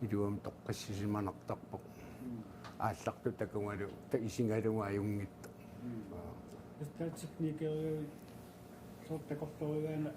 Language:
Kalaallisut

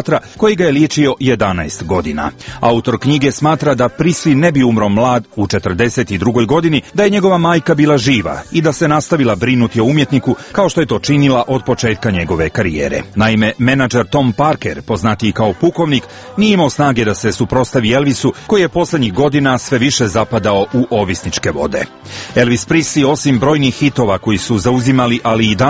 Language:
Croatian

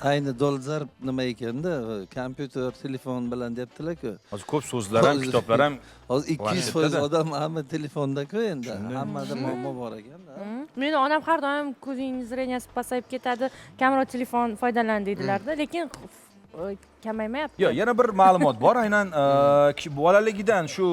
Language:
Uzbek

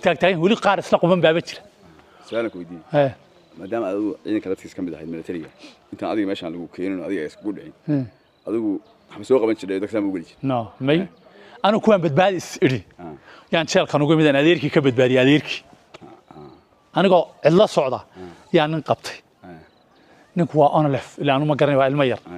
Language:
Somali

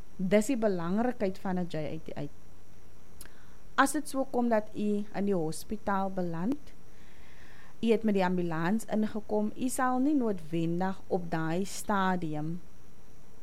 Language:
Afrikaans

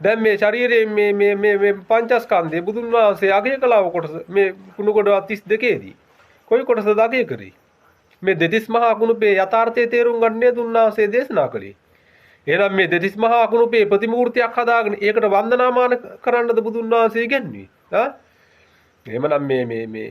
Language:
Sinhala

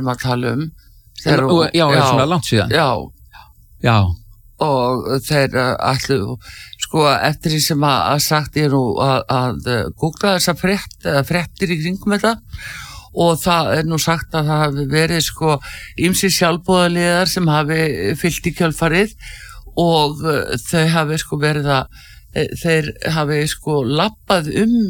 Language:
Icelandic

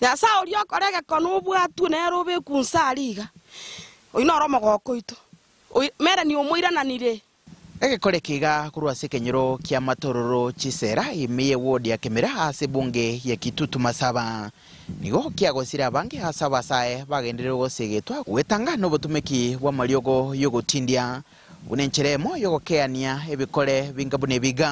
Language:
Gusii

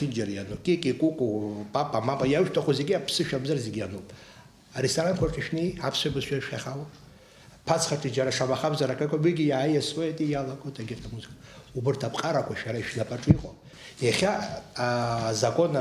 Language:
Abkhazian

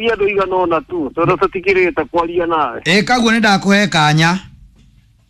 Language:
Kikuyu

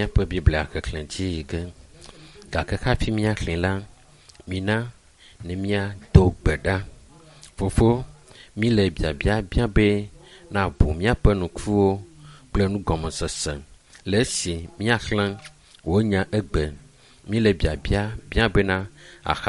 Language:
Ewe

